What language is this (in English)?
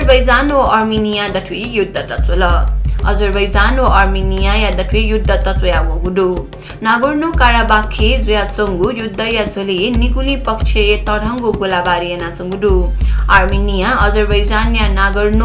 Newari